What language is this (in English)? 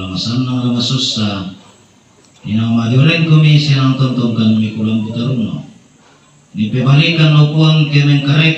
Toraja-Sa'dan